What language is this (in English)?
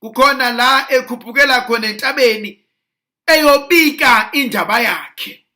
Zulu